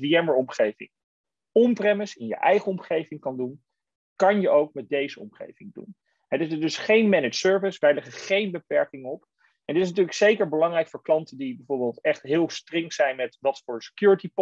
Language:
Dutch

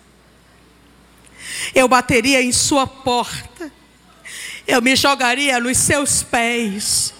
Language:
Portuguese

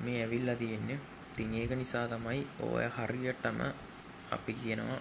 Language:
Sinhala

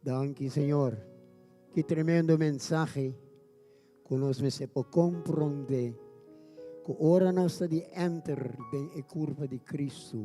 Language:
Papiamento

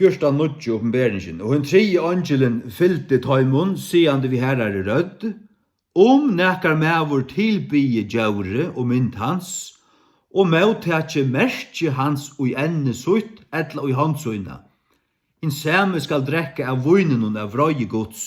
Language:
Faroese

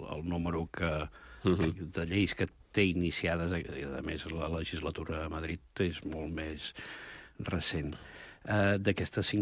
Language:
Catalan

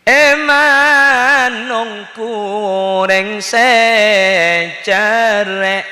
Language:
Madurese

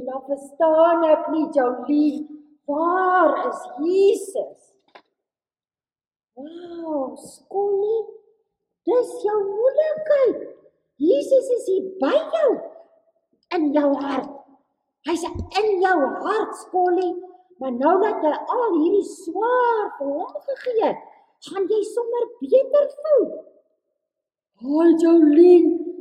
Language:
Afrikaans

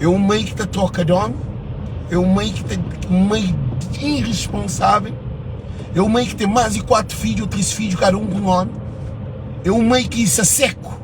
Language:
Kabuverdianu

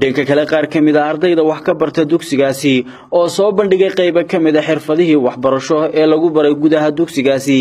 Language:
Somali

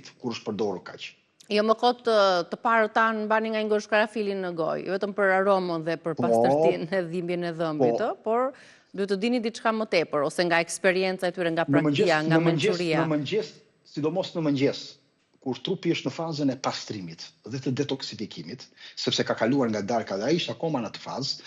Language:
Albanian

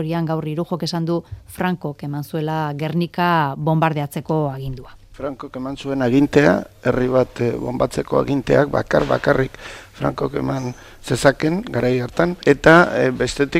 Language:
Basque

